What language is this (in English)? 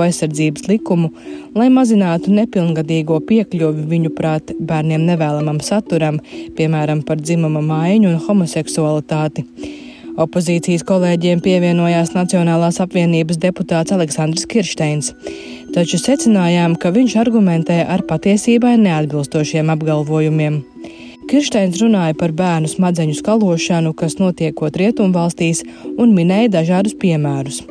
Latvian